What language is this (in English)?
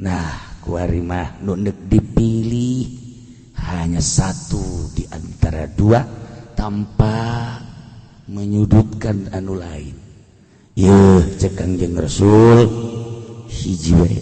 Sundanese